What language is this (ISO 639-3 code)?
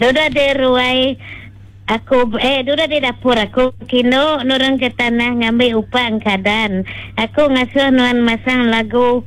iba